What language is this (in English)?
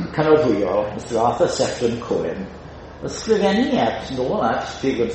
Welsh